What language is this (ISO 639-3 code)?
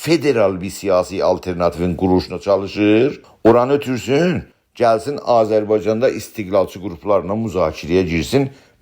azb